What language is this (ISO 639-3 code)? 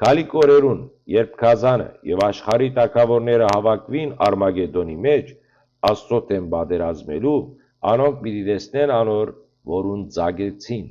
hyw